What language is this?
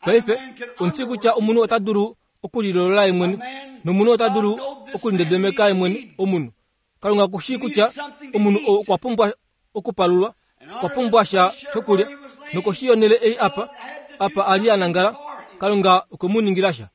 Kuanyama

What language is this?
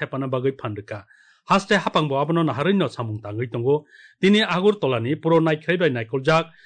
Kok Borok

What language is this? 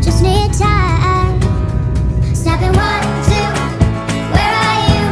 Yakut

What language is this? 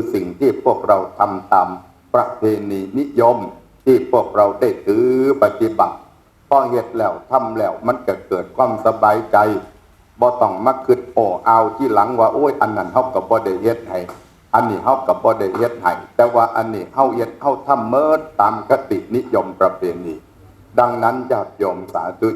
Northeastern Thai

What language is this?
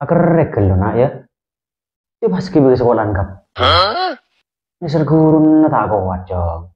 Madurese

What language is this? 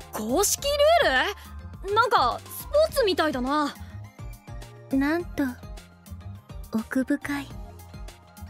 Japanese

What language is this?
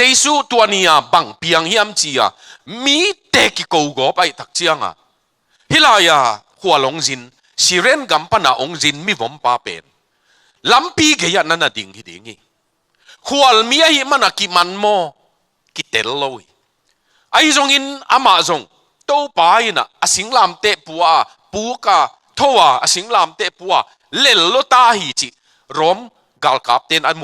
Tedim Chin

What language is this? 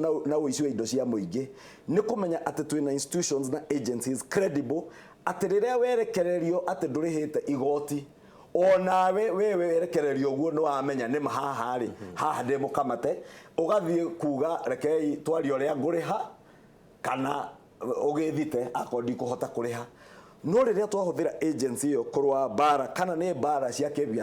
Kikuyu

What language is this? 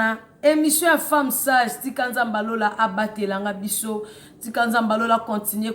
Lingala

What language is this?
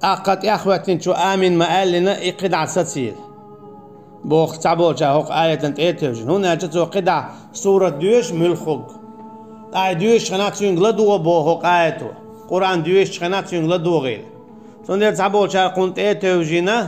Chechen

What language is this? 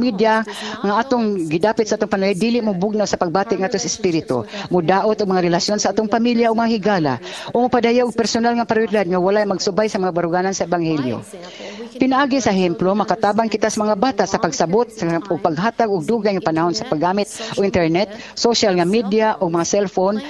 Cebuano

